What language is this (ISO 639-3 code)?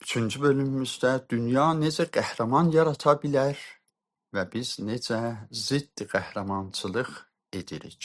azb